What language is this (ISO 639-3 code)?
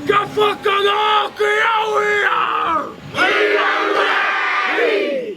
mri